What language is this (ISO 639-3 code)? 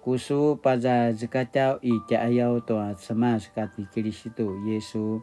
pwn